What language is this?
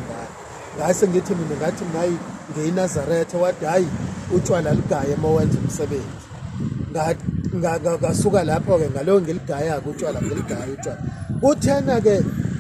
Zulu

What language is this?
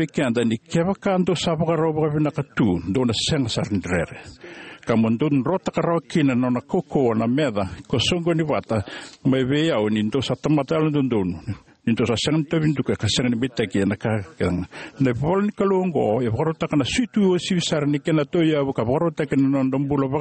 Fijian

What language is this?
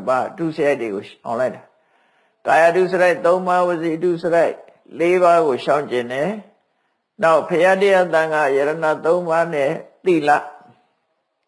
Burmese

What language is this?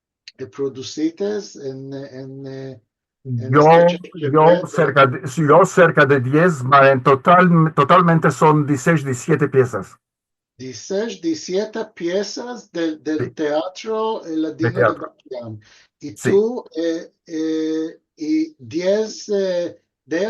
Ladino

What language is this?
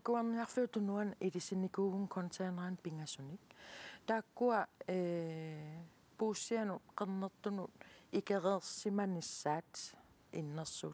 Kalaallisut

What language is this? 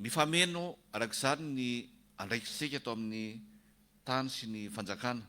Malagasy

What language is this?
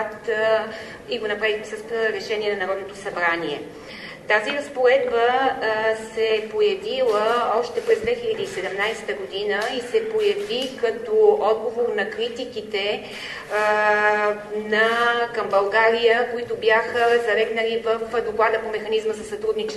Bulgarian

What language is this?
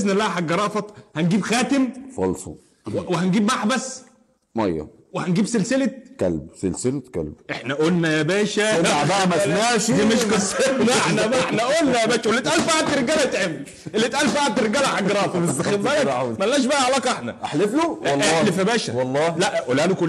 Egyptian Arabic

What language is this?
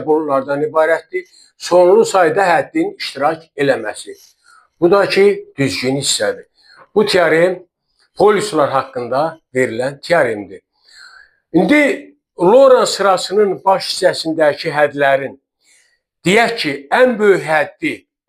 Azerbaijani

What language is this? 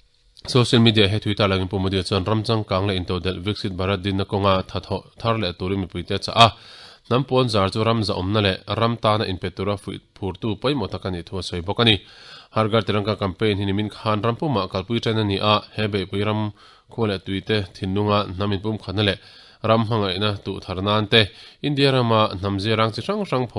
Mizo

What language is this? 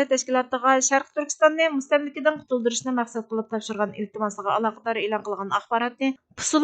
Uyghur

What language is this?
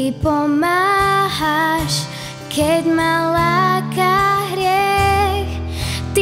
Slovak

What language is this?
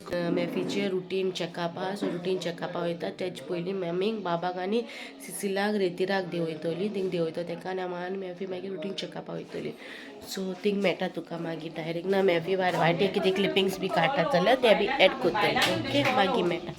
Konkani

